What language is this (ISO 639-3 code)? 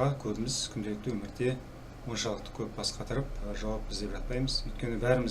kaz